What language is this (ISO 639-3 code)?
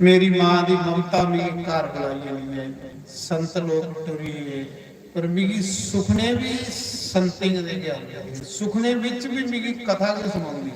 doi